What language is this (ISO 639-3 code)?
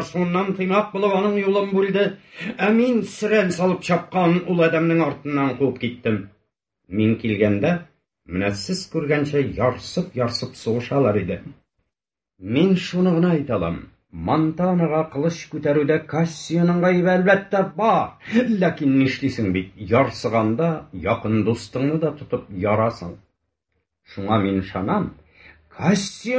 tat